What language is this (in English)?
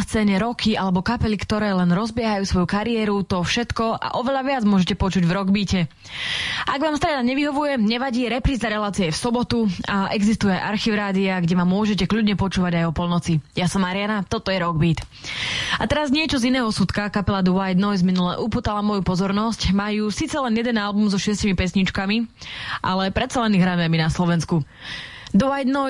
Slovak